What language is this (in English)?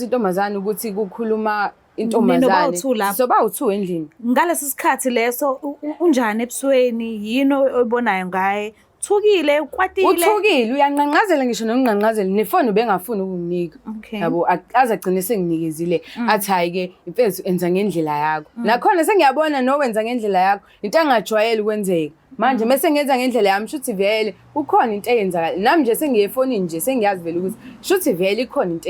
Zulu